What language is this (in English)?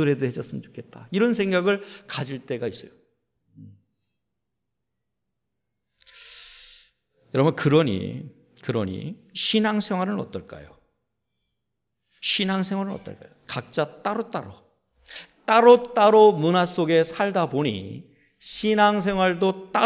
Korean